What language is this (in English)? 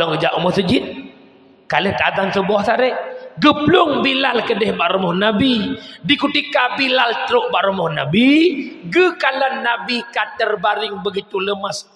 Achinese